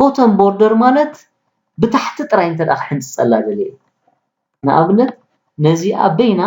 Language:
Tigrinya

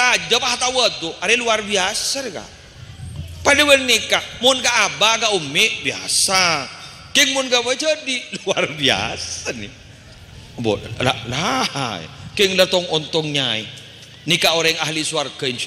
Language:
Madurese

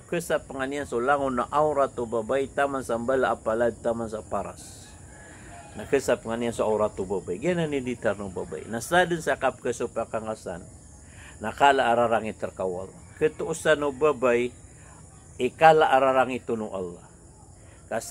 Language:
Maranao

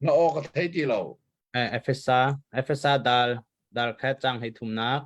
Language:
Hakha Chin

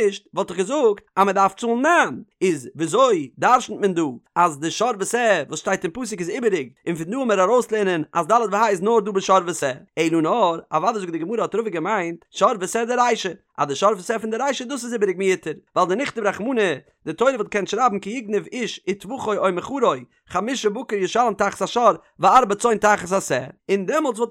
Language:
Yiddish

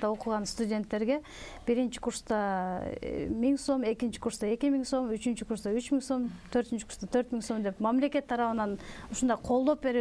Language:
Kyrgyz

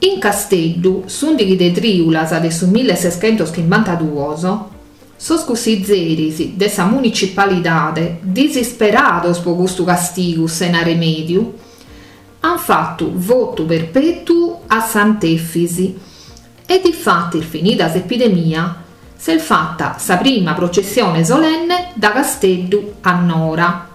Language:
Sardinian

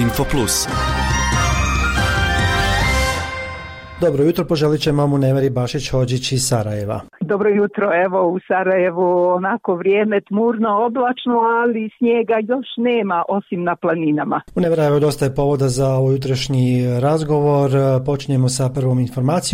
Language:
Bosnian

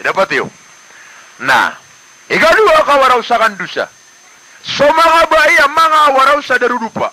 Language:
Maranao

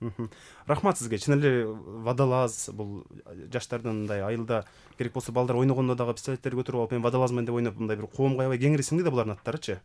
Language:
Kyrgyz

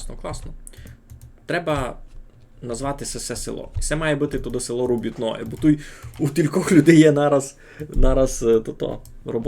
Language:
Rusyn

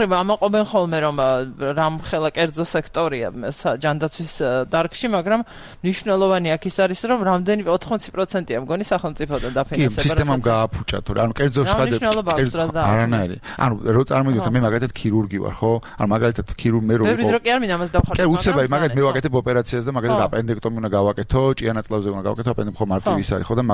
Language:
Georgian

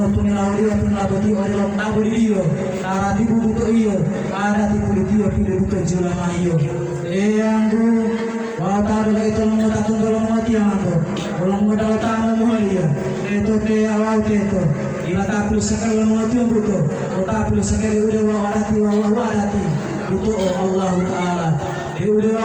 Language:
Gorontalo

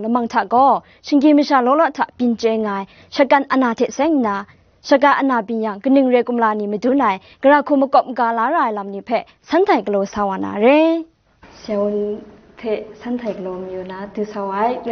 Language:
Kachin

